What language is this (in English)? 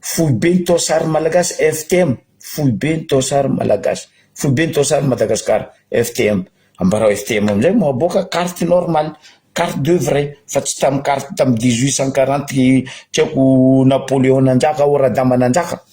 Malagasy